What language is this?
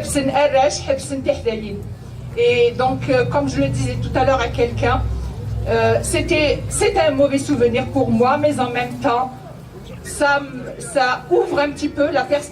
Kabyle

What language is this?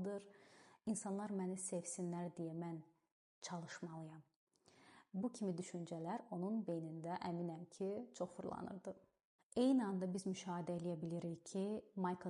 Azerbaijani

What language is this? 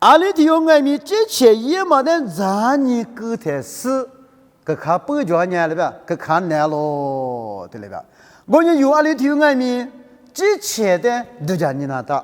Lisu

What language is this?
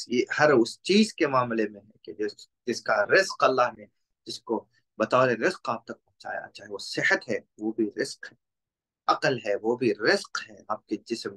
Urdu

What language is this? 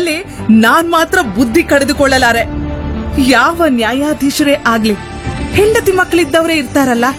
Kannada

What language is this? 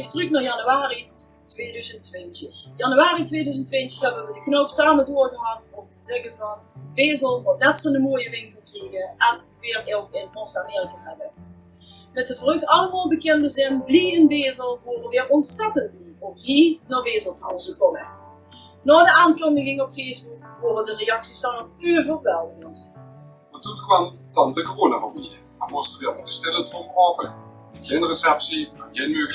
Limburgish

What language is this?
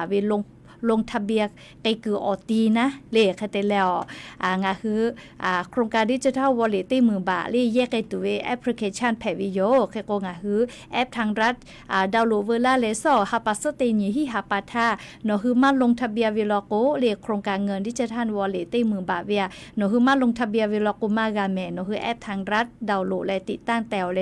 Lahu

